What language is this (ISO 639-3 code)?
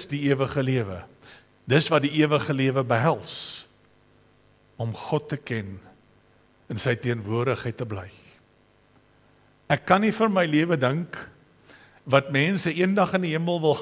afr